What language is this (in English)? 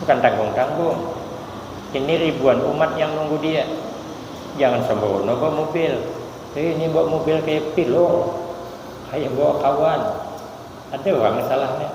Banjar